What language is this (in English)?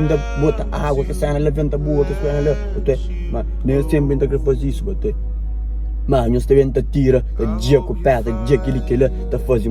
Kabuverdianu